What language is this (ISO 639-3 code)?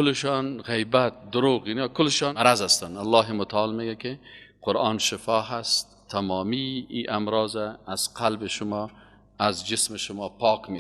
fas